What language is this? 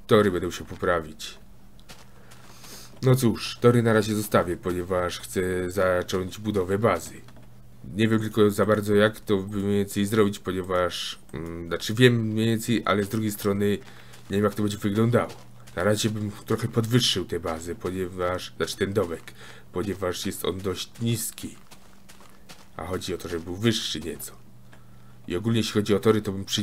Polish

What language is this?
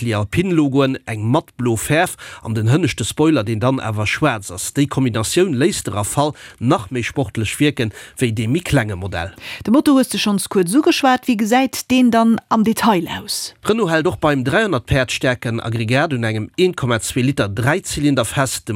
Luxembourgish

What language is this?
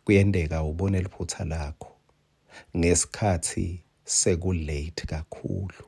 Swati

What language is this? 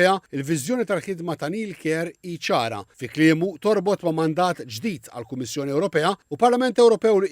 Maltese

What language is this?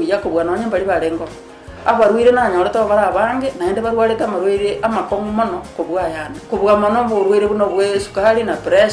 Gusii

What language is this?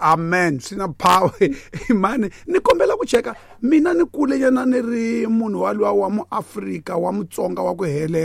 Tsonga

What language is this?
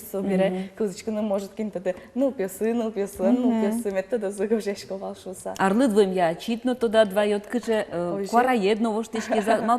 Udmurt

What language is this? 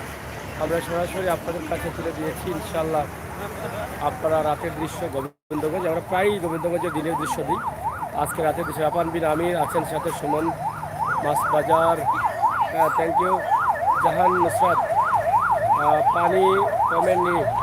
Sylheti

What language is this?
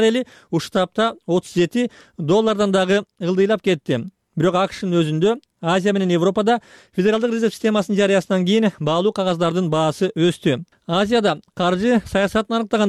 Kyrgyz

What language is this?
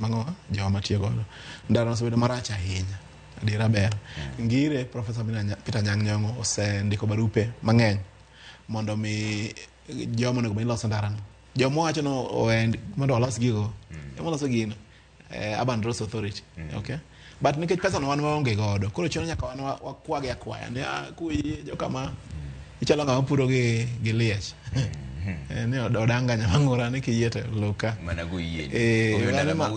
Luo (Kenya and Tanzania)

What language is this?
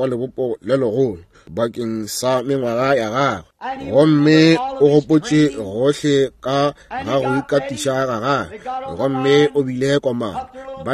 Northern Sotho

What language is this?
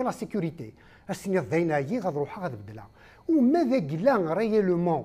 Kabyle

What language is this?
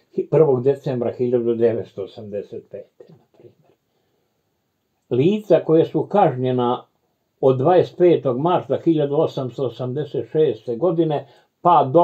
Serbian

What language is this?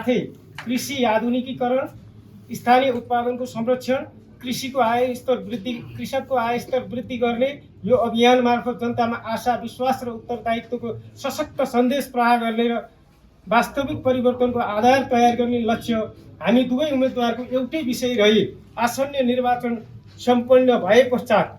Nepali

